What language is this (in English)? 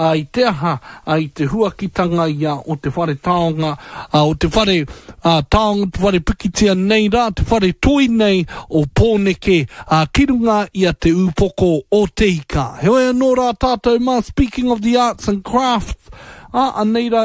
Māori